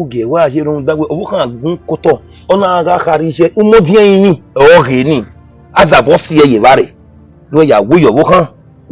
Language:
Bini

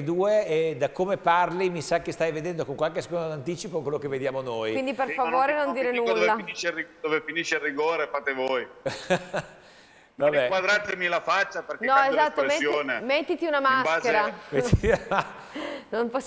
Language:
Italian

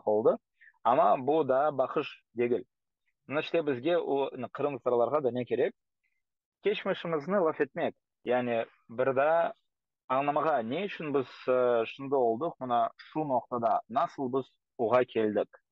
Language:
Crimean Tatar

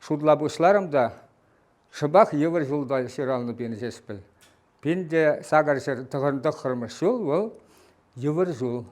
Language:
Chuvash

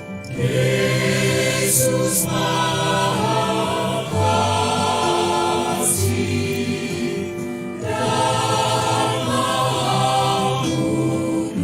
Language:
Batak Karo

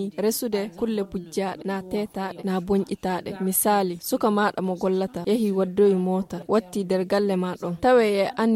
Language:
Fula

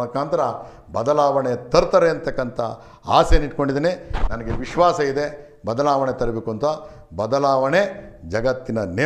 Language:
Kannada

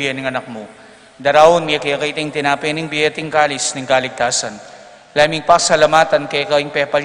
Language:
Pampanga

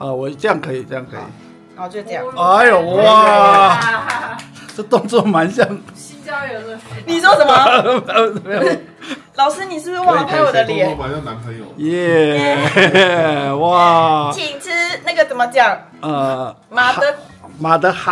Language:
Chinese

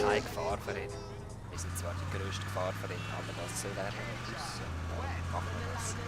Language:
Swiss German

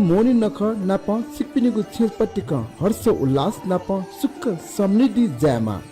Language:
Newari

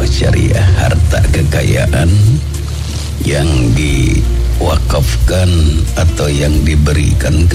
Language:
Indonesian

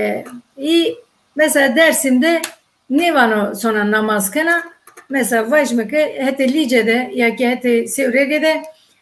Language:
Zaza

